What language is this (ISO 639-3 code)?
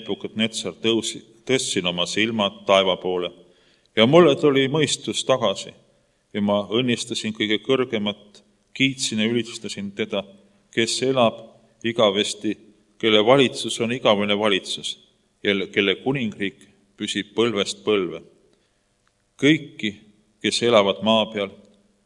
est